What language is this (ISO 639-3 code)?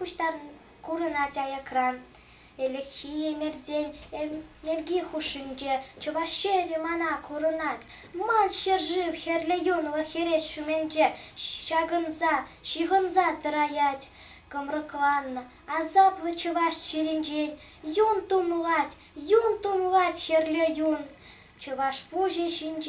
chv